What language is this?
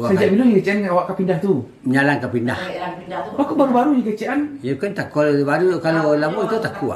Minangkabau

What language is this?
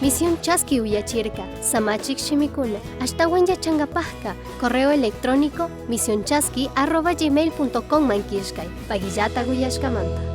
Chimborazo Highland Quichua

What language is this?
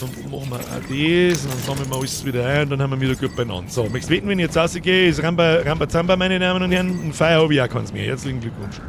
Bavarian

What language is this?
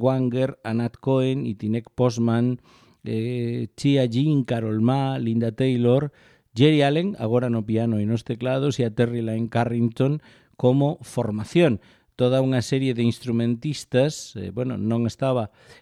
Galician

